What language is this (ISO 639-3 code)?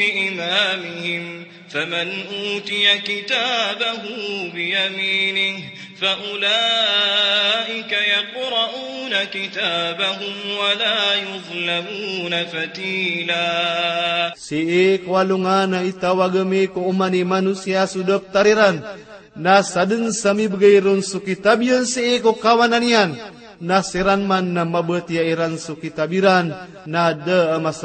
mrw